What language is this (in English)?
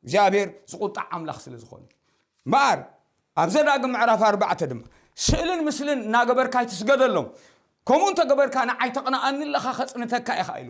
Tigrinya